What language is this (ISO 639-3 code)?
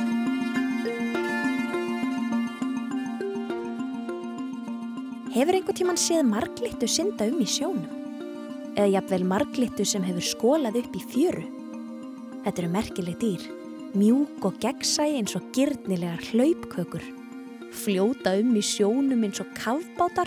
isl